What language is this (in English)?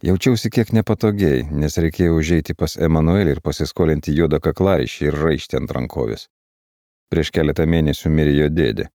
Lithuanian